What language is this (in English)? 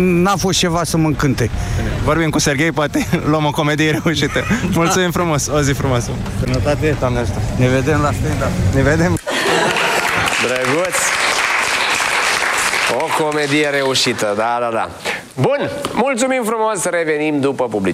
Romanian